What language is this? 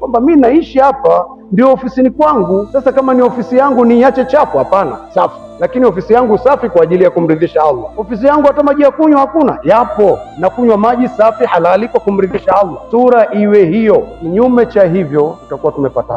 Swahili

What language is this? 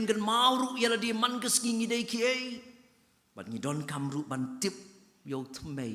Khasi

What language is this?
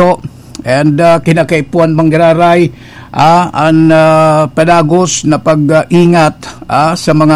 Bikol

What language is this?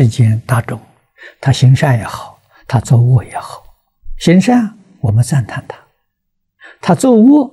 Chinese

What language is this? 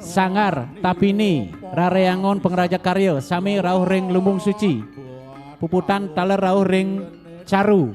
Balinese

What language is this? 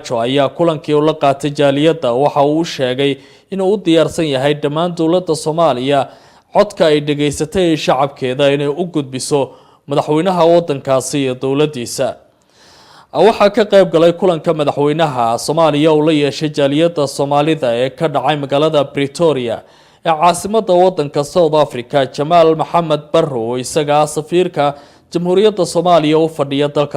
Somali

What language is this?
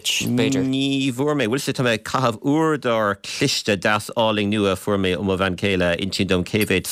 Irish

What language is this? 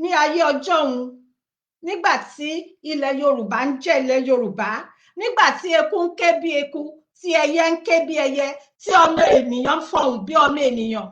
Yoruba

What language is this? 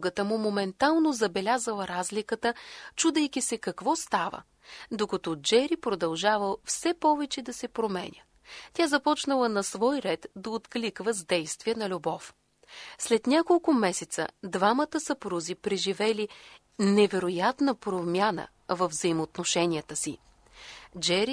Bulgarian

